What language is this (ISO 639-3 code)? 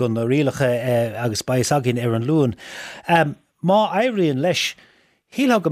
gle